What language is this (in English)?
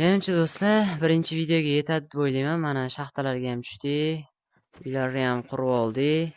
Uzbek